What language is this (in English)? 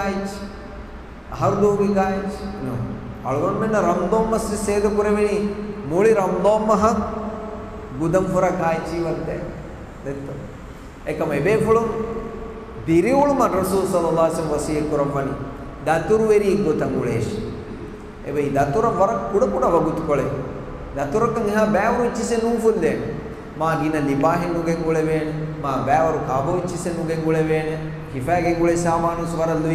Divehi